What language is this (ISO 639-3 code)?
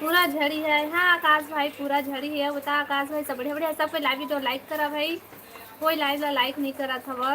hne